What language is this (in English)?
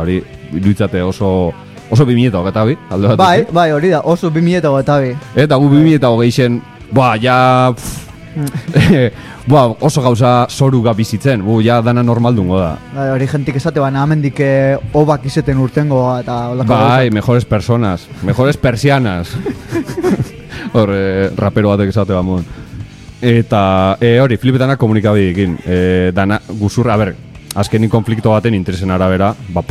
Basque